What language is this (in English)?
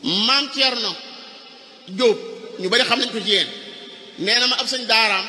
Wolof